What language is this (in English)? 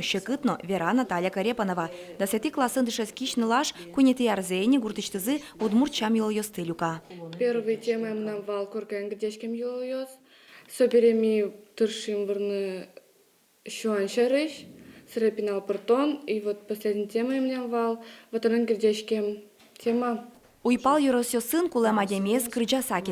Udmurt